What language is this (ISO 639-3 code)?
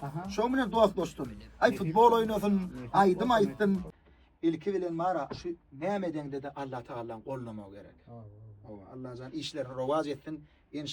tuk